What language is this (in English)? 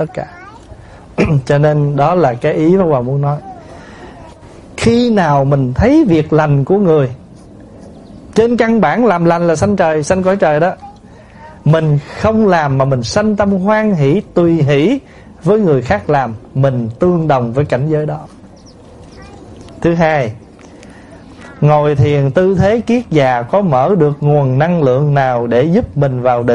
Vietnamese